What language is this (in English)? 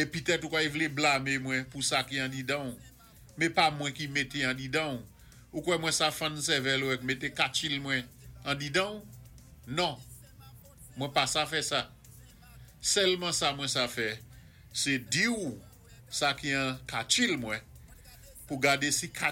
Saint Lucian Creole French